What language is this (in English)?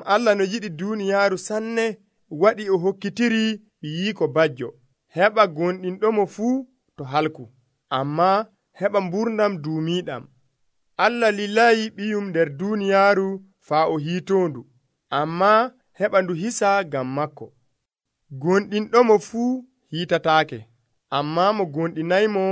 Nigerian Fulfulde